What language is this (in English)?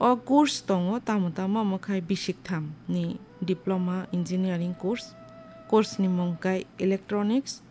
Kok Borok